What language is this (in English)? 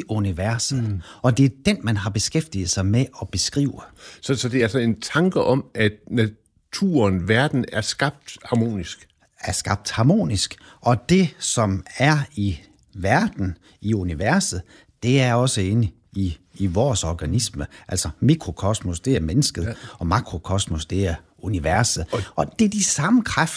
Danish